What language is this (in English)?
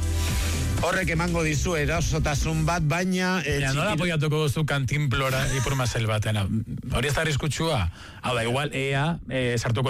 Basque